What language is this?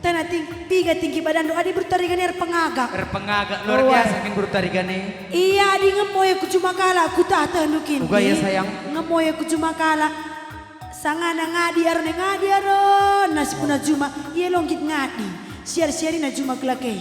Batak Karo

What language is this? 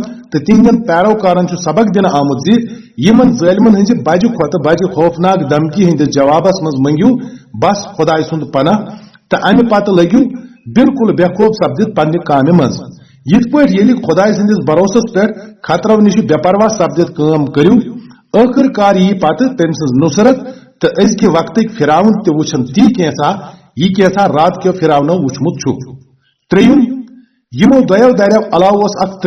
Kashmiri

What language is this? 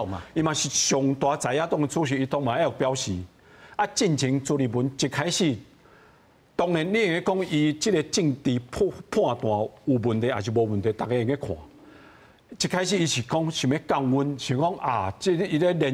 Min Nan Chinese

